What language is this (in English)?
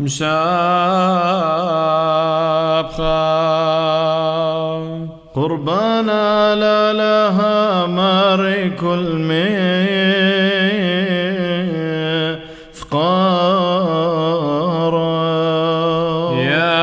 Classical Syriac